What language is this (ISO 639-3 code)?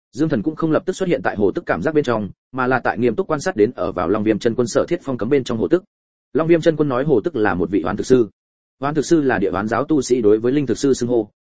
vie